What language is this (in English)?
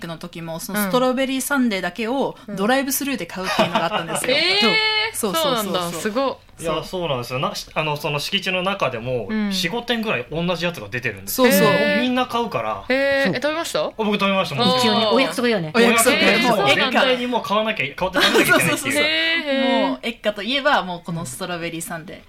Japanese